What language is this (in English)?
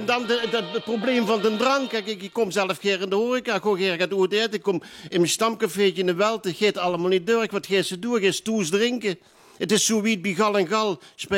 Limburgish